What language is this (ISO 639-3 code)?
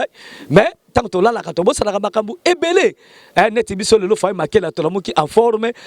lin